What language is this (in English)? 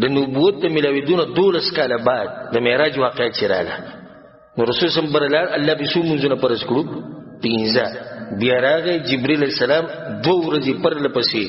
Pashto